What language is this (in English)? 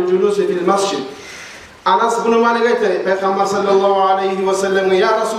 Kumyk